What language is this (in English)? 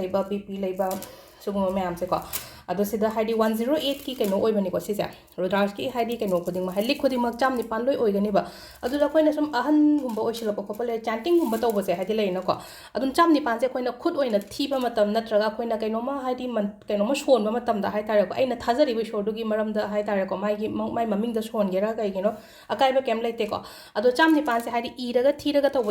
Manipuri